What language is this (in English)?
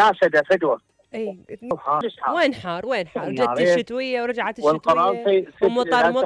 Mesopotamian Arabic